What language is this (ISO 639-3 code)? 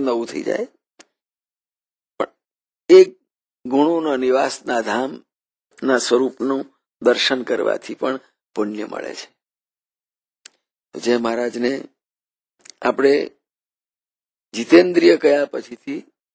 guj